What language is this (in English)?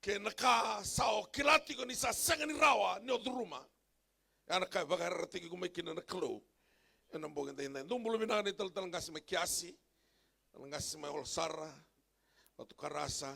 Fijian